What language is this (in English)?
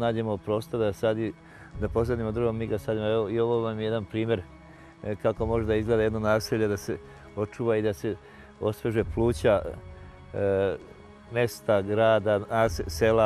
Serbian